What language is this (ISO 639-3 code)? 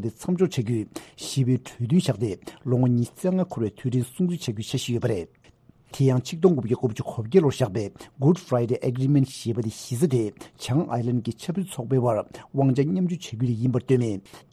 bod